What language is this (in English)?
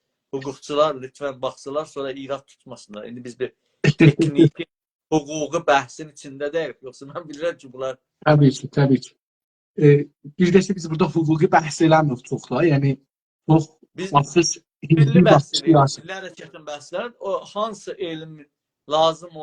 South Azerbaijani